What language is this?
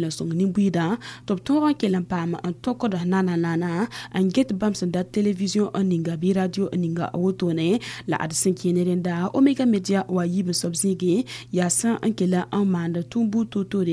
Mossi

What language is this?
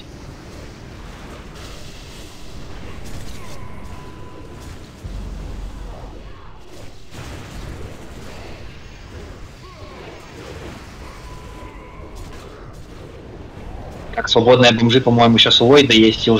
Russian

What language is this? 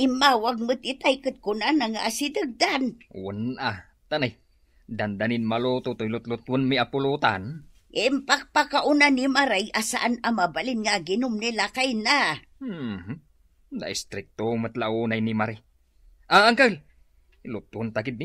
Iloko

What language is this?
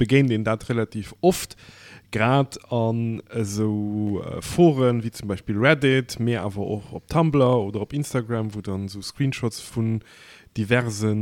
Luxembourgish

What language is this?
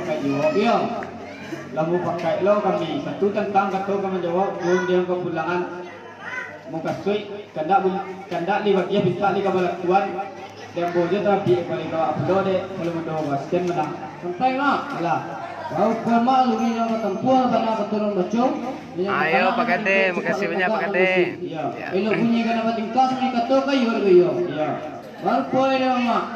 Minangkabau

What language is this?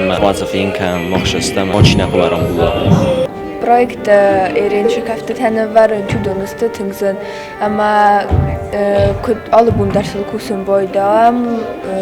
Ossetic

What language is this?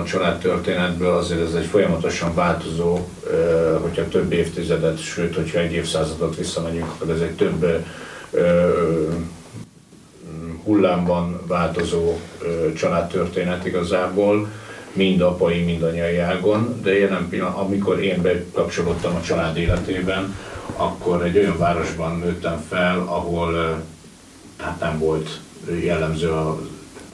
Hungarian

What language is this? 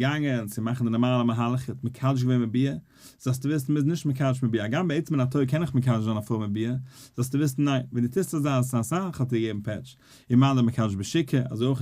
Yiddish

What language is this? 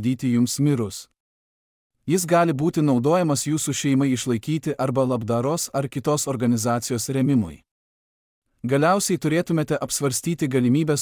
Lithuanian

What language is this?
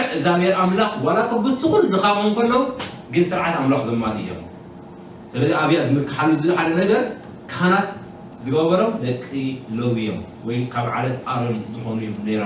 Tigrinya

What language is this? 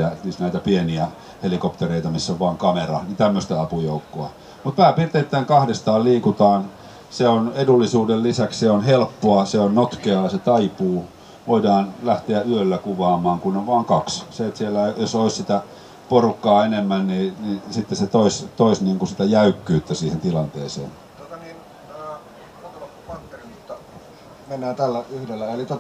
Finnish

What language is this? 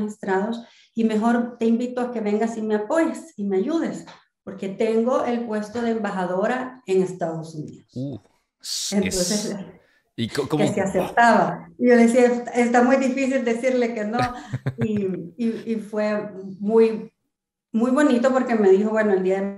Spanish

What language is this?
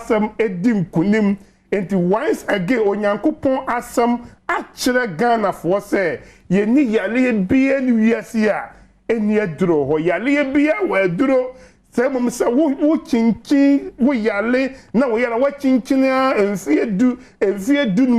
Akan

